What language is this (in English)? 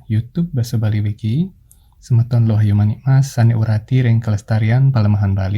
Balinese